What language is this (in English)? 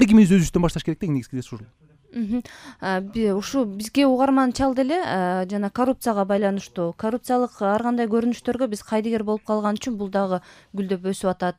Kyrgyz